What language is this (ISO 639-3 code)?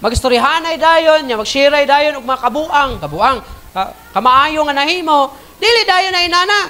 ceb